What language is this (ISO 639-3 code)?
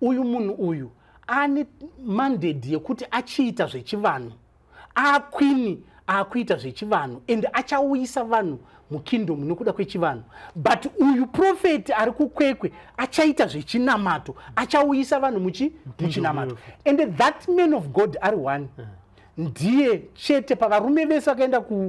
sna